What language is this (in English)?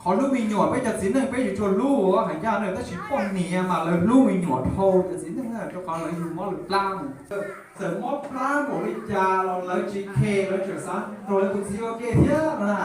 Hmong